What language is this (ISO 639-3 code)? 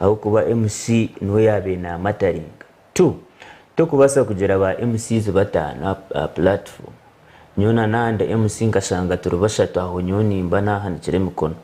nyn